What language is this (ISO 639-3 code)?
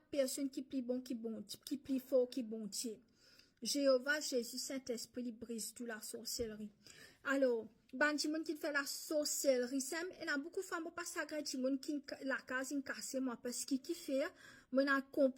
mfe